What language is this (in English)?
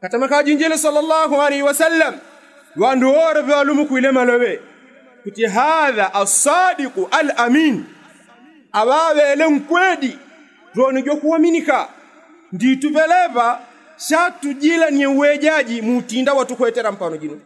Yao